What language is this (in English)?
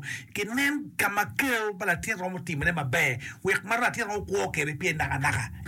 Acoli